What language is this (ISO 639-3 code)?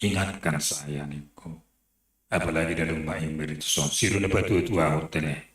bts